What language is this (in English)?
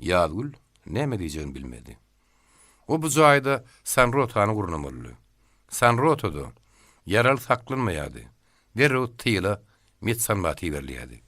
Turkmen